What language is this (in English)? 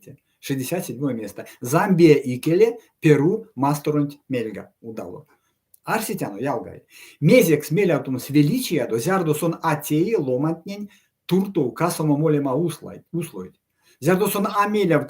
Erzya